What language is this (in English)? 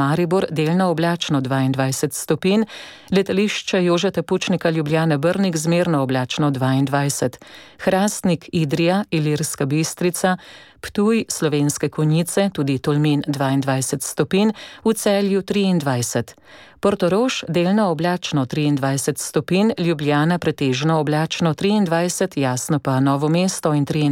Slovenian